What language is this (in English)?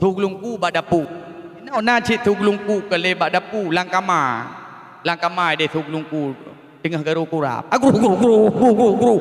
Achinese